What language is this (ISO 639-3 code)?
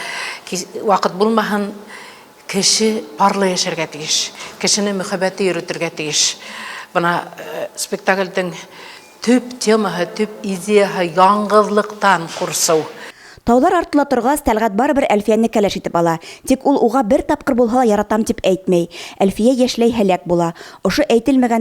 bak